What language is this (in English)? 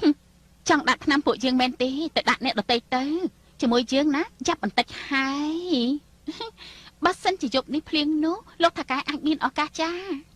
Khmer